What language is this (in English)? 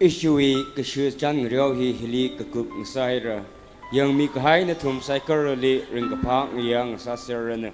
Tangkhul Naga (India)